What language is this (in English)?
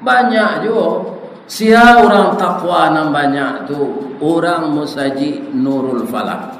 Minangkabau